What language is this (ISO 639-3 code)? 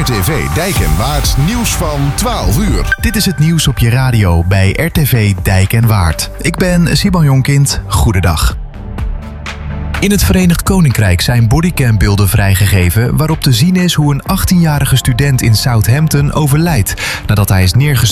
nld